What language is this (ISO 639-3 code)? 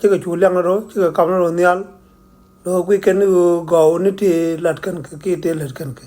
nus